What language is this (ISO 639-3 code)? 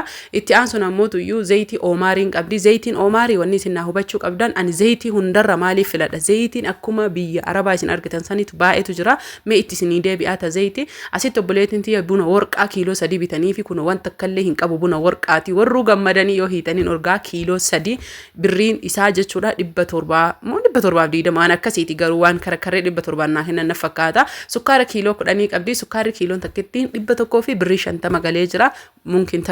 orm